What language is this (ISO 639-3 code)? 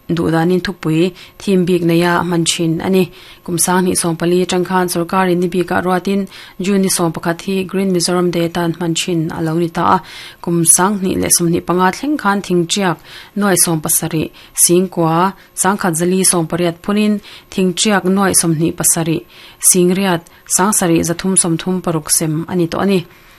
lus